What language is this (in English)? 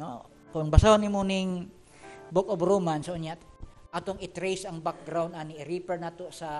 Cebuano